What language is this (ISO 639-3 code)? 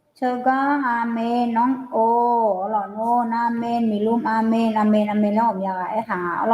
ahk